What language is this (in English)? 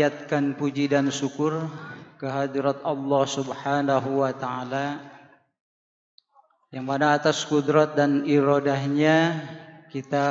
Indonesian